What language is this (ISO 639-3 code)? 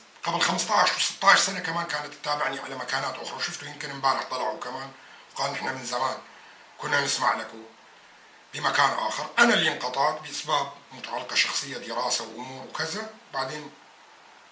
apc